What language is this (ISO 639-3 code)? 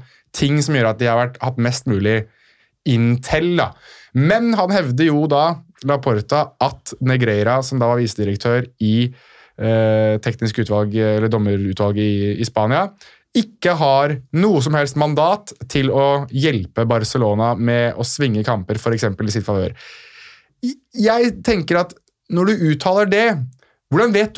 nor